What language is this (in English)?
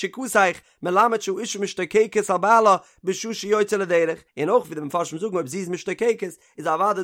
Yiddish